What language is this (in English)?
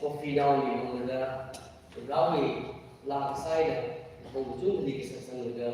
Tangkhul Naga (India)